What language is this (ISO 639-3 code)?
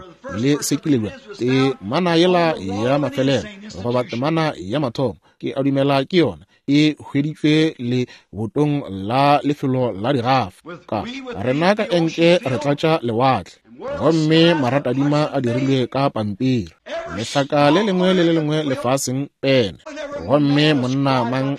nso